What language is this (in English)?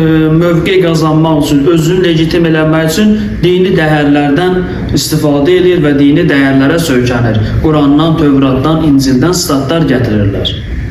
Azerbaijani